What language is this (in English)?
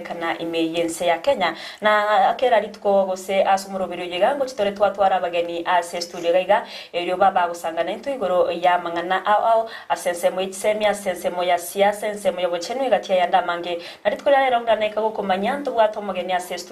Gusii